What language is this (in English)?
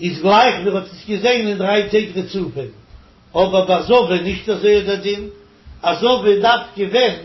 Yiddish